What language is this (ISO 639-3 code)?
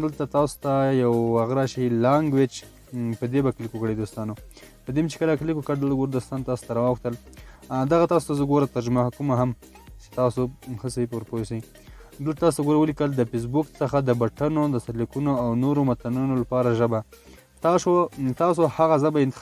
pus